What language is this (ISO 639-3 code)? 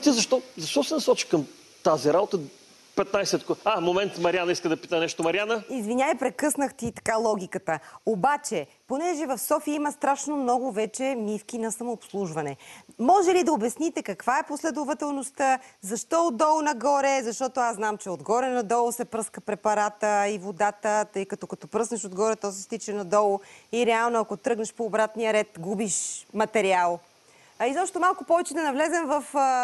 bul